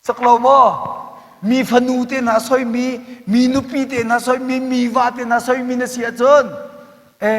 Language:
Hakha Chin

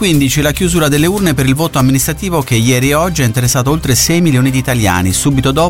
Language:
Italian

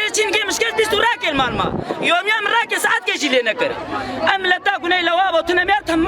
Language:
Kurdish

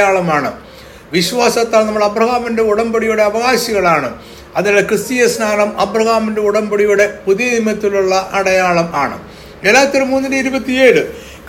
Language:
Malayalam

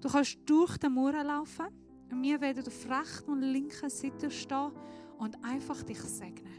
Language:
Swiss German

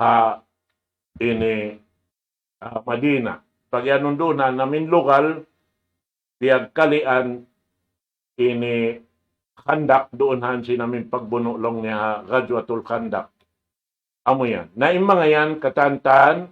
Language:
Tausug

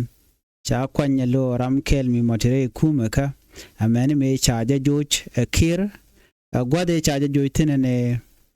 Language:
Nuer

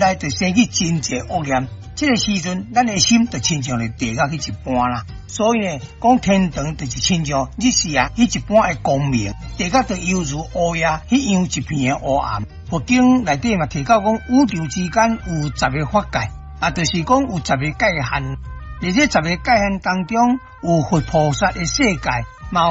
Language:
Min Nan Chinese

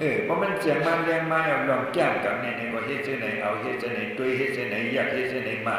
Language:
Shan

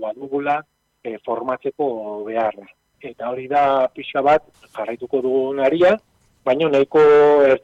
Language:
Basque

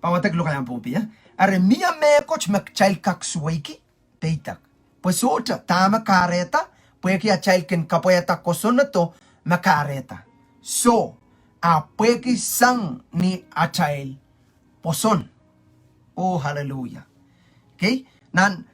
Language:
Pohnpeian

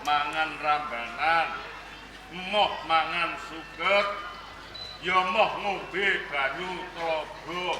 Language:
Javanese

